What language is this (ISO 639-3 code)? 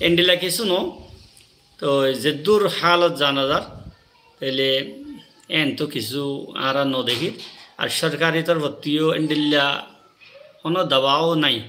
rhg